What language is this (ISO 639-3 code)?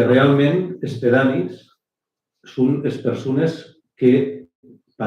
oci